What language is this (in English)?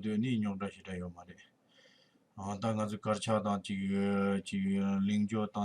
Tibetan